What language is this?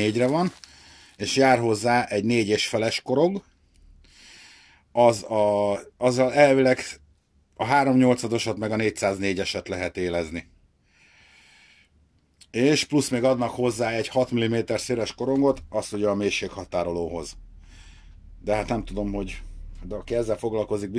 Hungarian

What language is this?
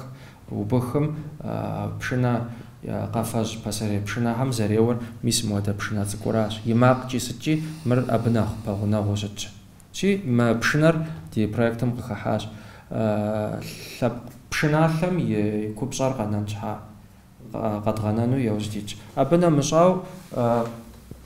Kabardian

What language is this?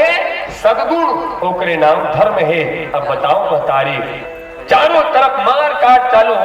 Chhattisgarhi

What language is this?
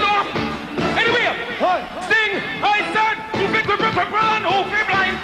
Jamaican Creole English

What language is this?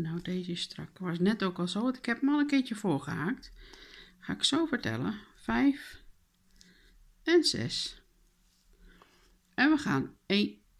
Dutch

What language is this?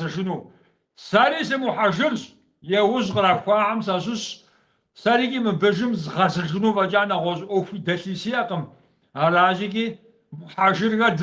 Kabardian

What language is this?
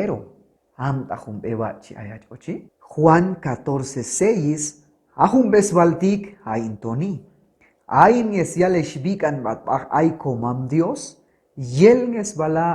Chuj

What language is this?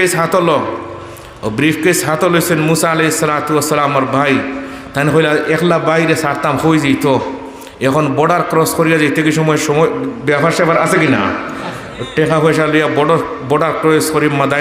Sylheti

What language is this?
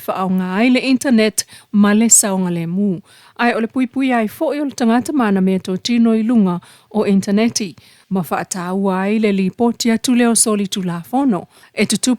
Samoan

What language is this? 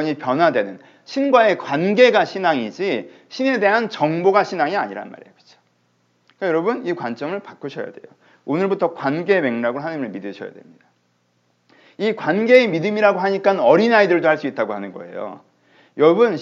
Korean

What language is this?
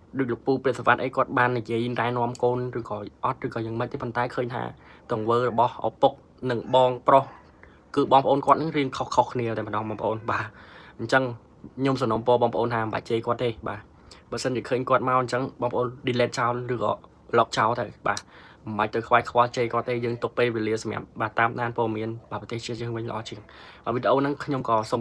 Khmer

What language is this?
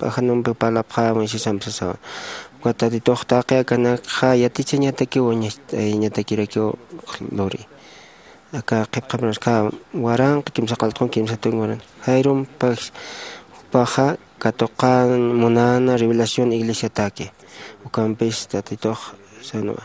Aymara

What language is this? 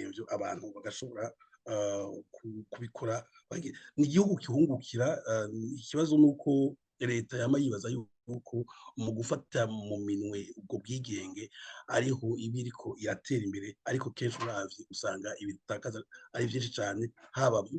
Rundi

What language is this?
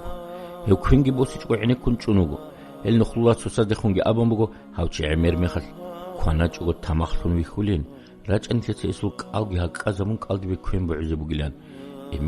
Avaric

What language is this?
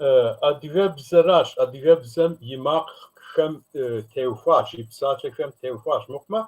Kabardian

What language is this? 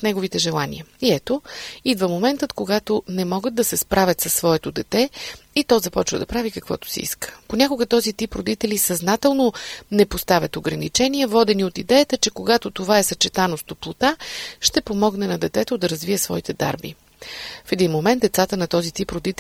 Bulgarian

